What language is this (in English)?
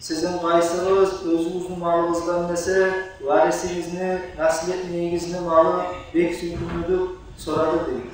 Kumyk